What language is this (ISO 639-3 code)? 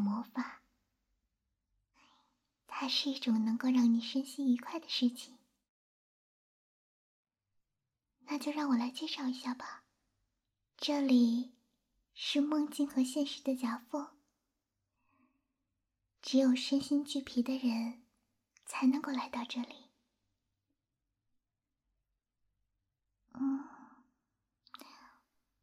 zho